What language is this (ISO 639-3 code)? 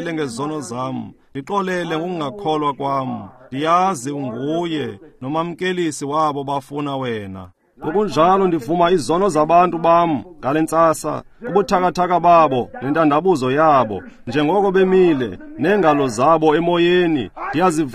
xho